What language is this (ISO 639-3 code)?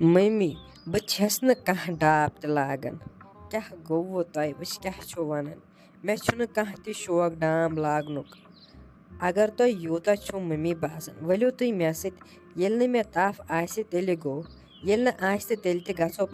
kas